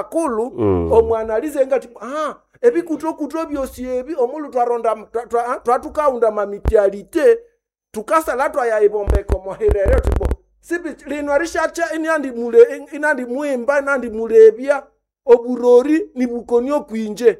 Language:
Nande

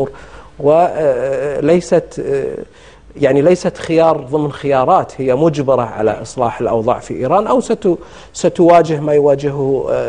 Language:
Arabic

